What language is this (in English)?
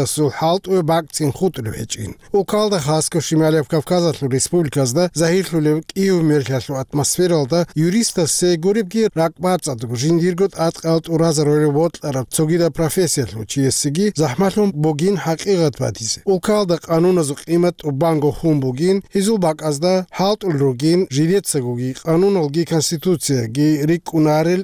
Avaric